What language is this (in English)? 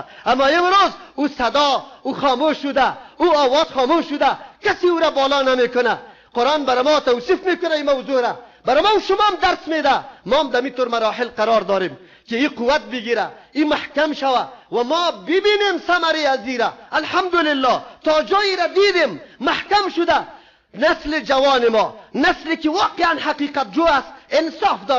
Persian